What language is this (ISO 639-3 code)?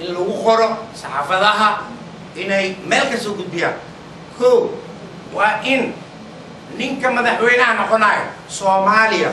som